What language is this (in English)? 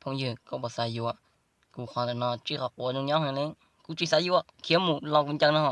Hmong